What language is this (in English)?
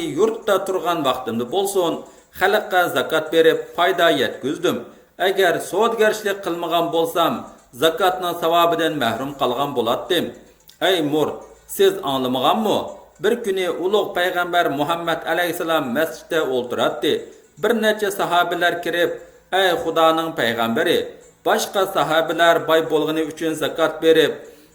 Uyghur